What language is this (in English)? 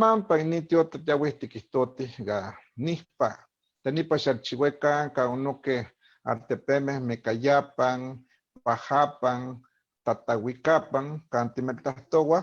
Eastern Huasteca Nahuatl